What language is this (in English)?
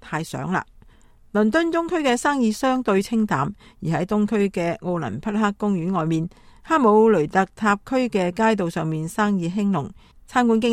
Cantonese